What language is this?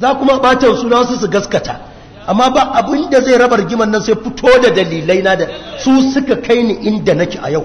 Hausa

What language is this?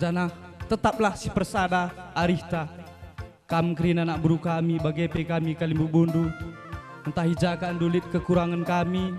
Batak Karo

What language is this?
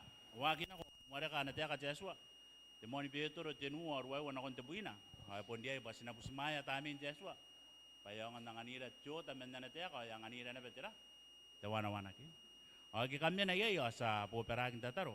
Gilbertese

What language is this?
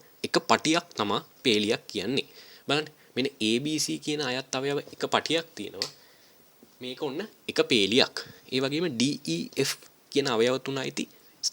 Sinhala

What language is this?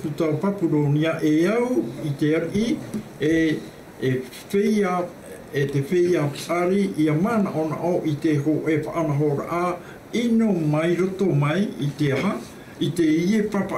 Tahitian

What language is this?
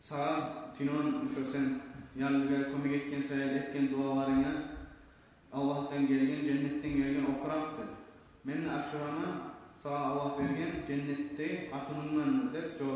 Kumyk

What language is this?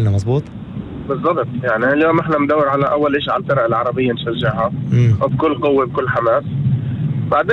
North Levantine Arabic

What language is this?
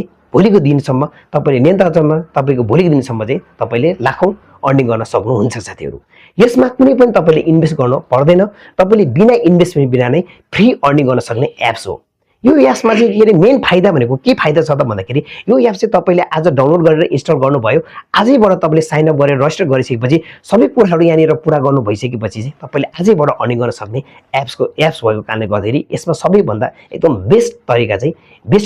Nepali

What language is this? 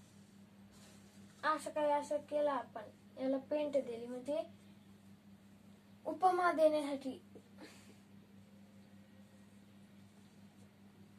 Marathi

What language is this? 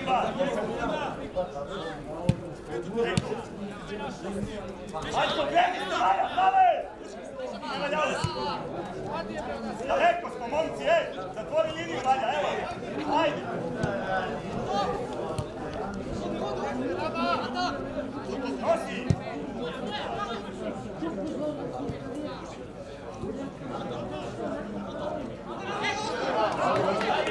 Serbian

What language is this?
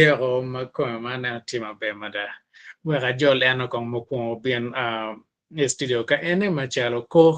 Acoli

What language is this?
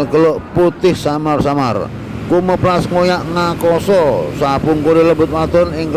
Javanese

